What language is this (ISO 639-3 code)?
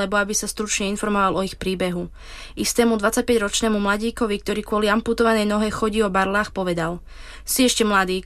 slk